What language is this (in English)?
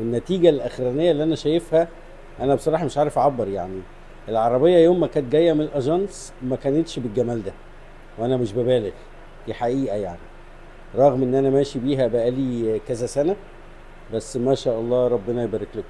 Egyptian Arabic